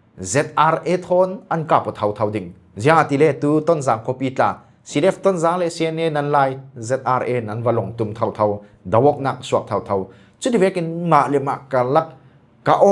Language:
Falam Chin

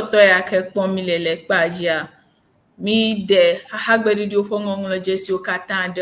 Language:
Ewe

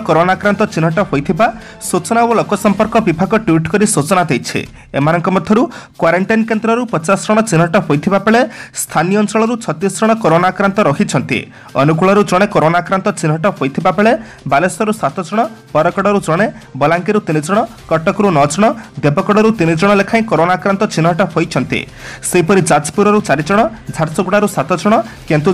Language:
Odia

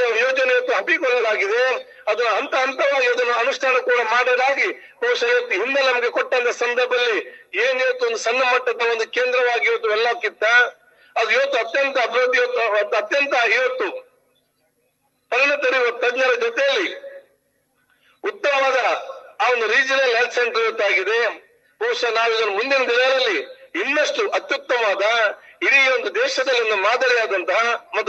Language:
Kannada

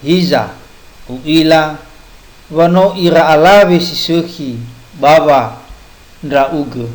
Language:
Nias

